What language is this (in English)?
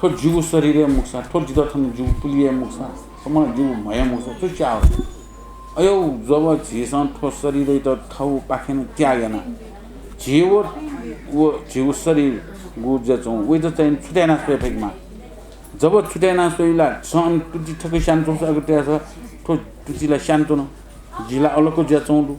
Newari